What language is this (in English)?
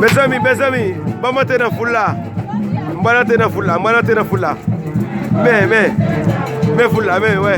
Haitian Creole